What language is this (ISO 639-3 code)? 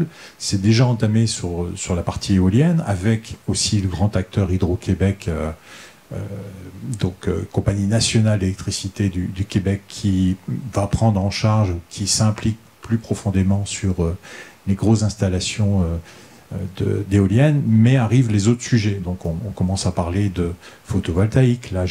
fra